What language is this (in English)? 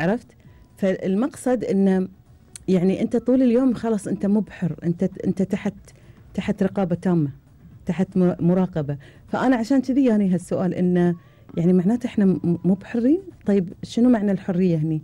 Gulf Arabic